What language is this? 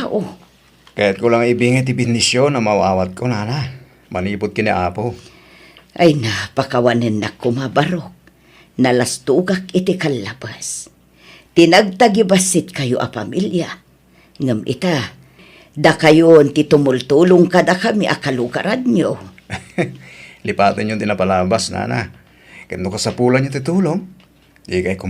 Iloko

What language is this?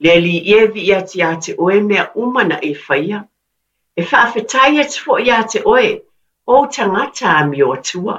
Samoan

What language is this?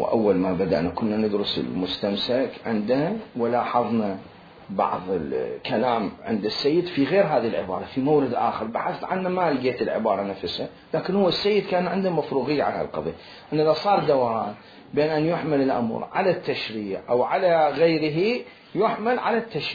Mesopotamian Arabic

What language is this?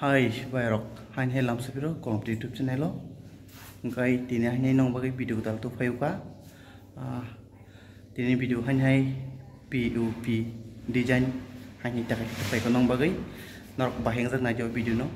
Kok Borok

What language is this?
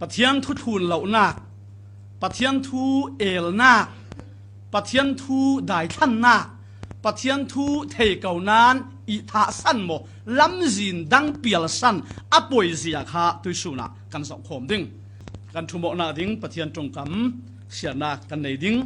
Falam Chin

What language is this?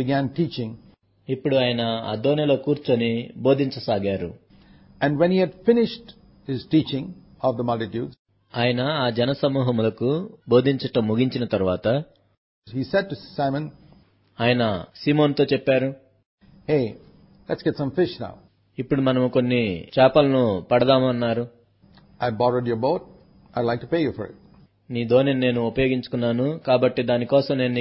Telugu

